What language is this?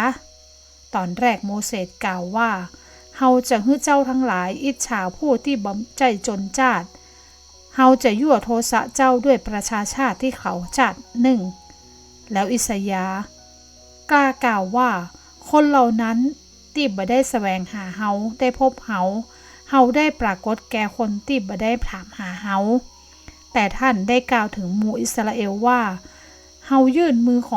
Northern Thai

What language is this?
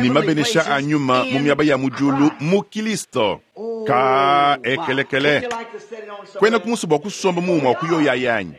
Luba-Lulua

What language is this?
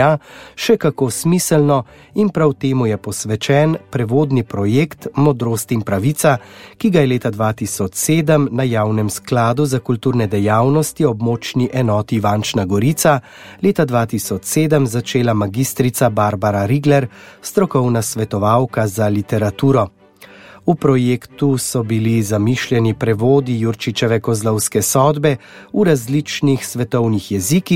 Slovenian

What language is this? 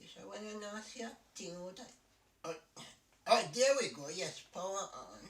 Jamaican Creole English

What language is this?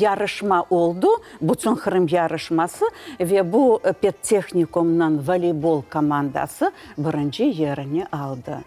Crimean Tatar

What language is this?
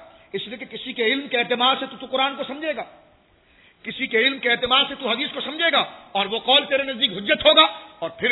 Urdu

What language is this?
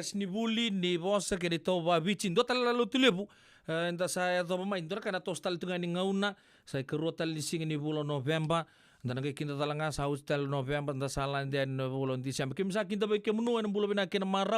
Fijian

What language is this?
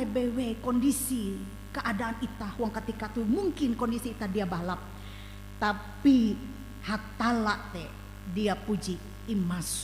Ngaju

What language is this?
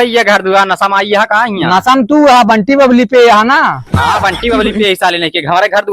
Awadhi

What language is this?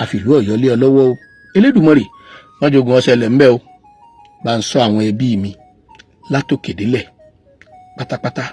Yoruba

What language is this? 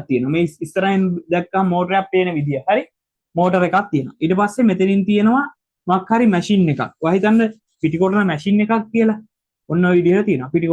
Sinhala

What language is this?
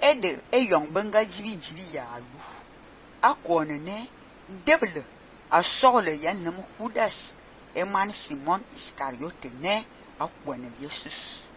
Fang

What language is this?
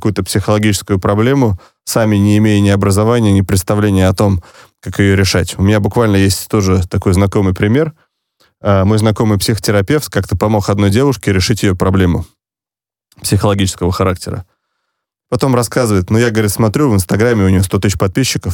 Russian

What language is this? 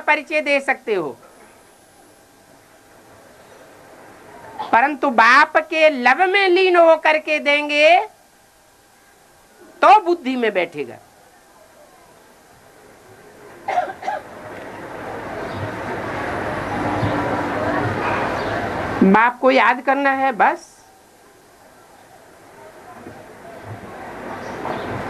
Hindi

